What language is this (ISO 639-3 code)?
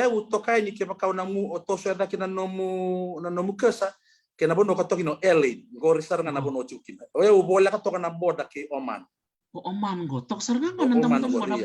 fij